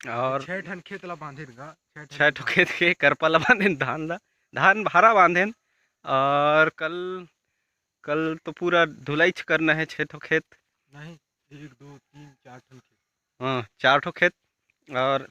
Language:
Chhattisgarhi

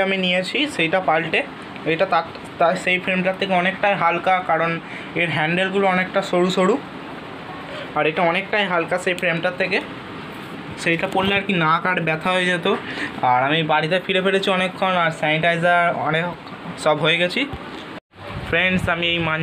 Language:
Bangla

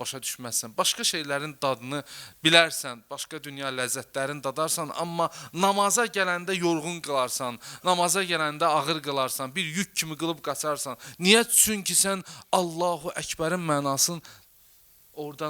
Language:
Azerbaijani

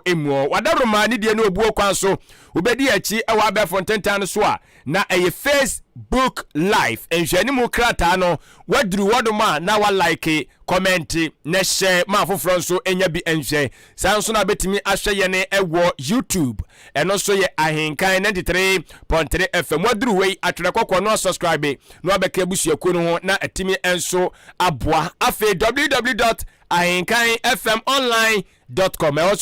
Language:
Akan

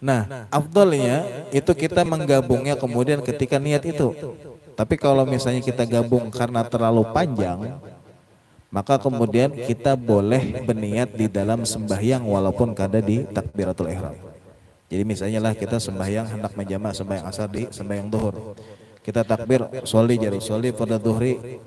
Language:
Banjar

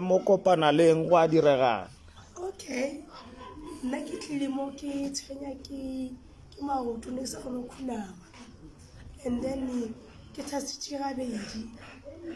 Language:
Northern Sotho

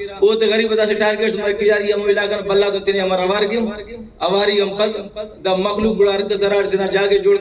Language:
Brahui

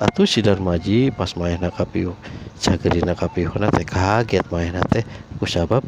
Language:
Sundanese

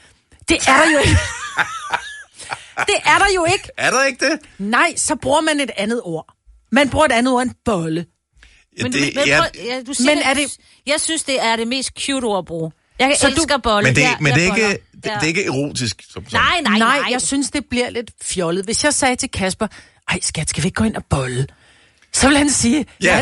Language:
Danish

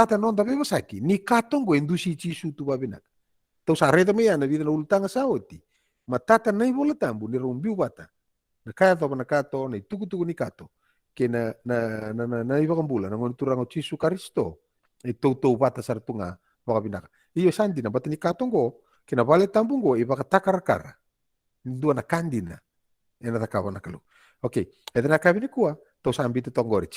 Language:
Fijian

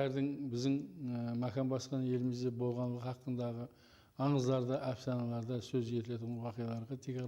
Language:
Kara-Kalpak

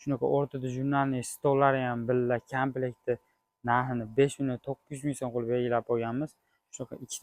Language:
Uzbek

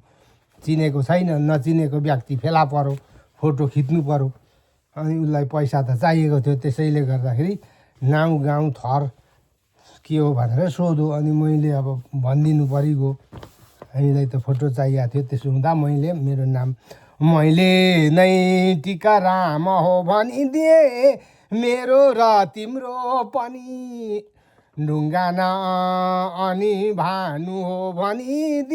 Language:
Nepali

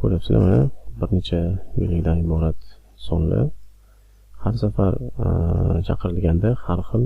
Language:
Uzbek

